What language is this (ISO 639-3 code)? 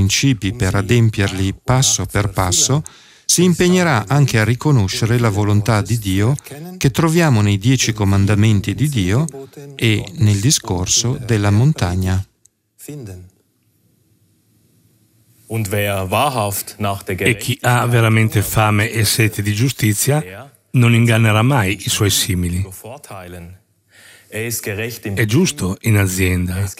ita